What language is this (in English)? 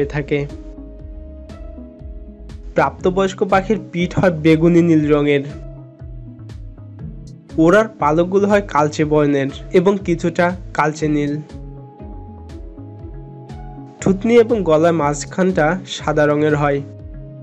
Bangla